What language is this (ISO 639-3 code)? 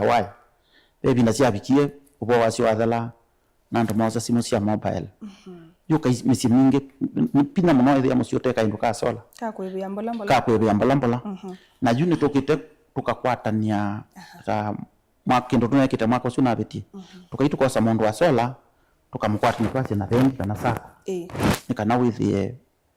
kam